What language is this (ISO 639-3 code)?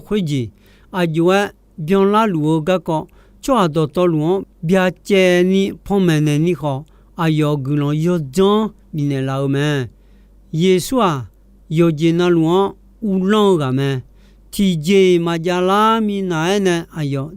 ahk